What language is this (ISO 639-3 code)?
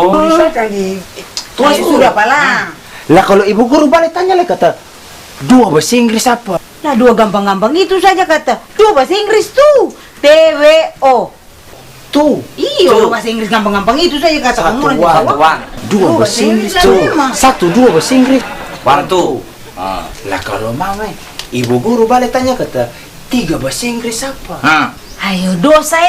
abs